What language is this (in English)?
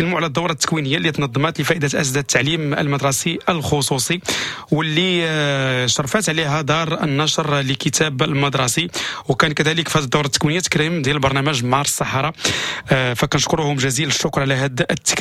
Moroccan Arabic